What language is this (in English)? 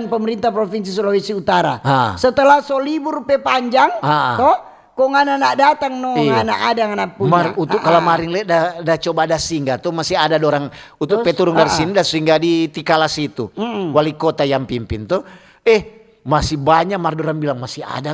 Manado Malay